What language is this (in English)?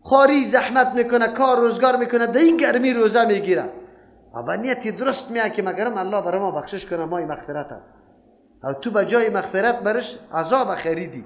Persian